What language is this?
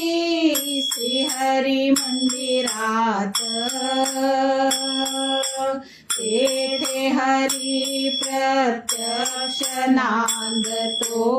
Marathi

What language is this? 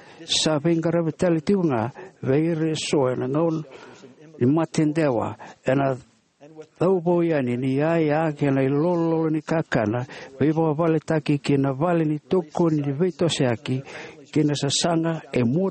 Fijian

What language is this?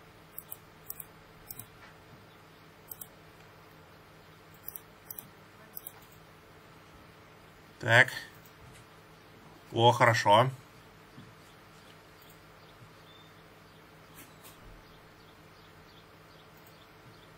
Russian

